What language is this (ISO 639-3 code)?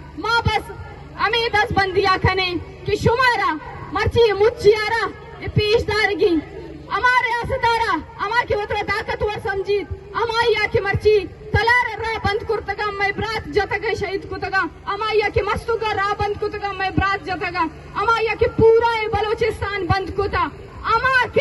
bgp